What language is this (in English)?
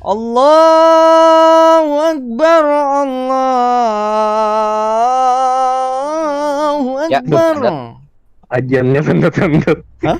Banjar